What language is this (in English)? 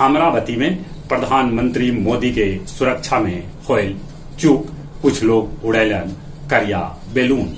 Magahi